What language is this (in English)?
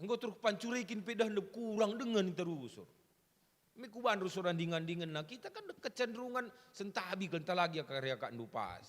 Batak Karo